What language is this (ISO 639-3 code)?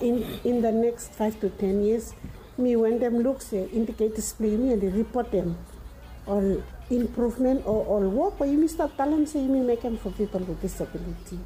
bis